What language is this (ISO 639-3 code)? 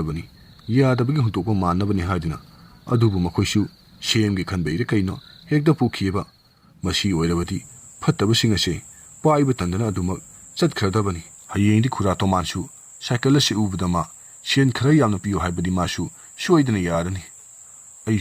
mni